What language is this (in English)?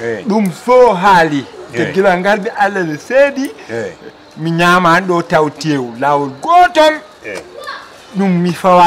Fula